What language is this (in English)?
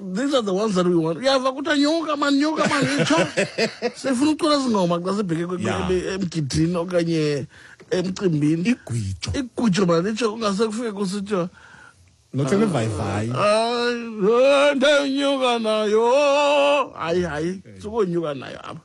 Xhosa